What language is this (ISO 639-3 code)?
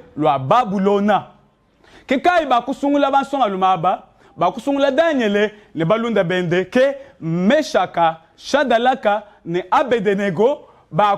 lua